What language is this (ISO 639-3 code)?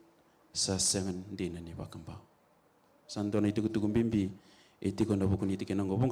fij